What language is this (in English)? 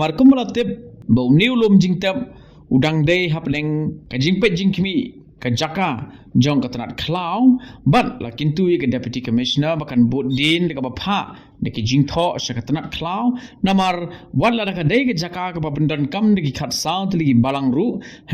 Khasi